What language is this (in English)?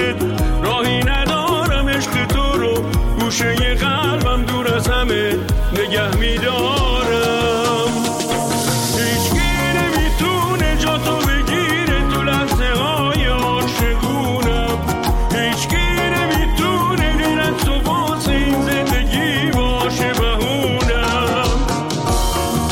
Persian